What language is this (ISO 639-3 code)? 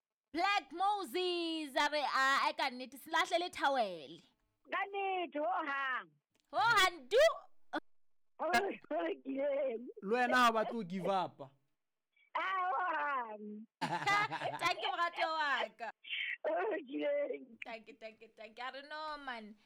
sot